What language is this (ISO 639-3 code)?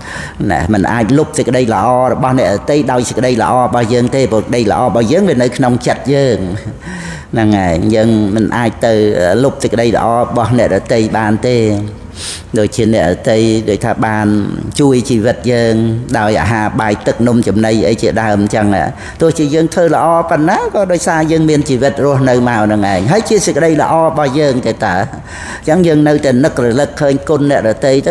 khm